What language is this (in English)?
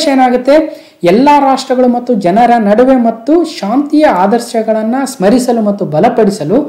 Kannada